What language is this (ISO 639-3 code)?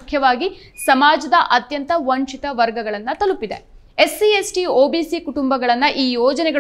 kan